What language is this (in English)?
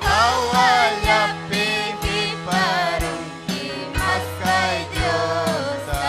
Ayacucho Quechua